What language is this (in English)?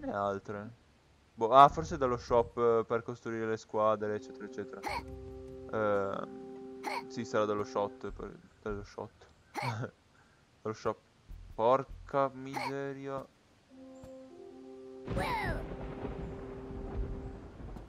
Italian